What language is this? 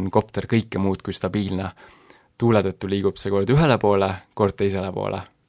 Estonian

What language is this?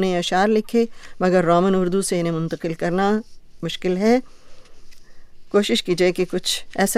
Urdu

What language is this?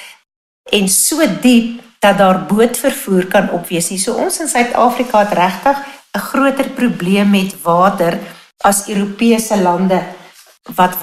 Afrikaans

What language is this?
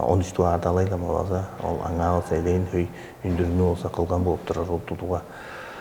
Tuvinian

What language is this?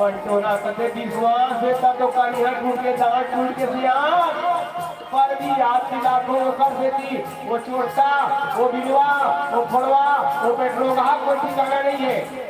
Chhattisgarhi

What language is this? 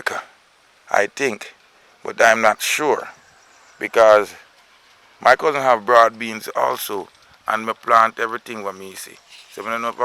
Jamaican Creole English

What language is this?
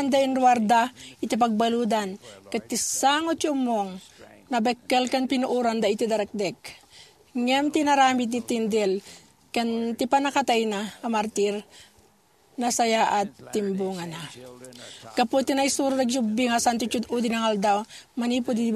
Iloko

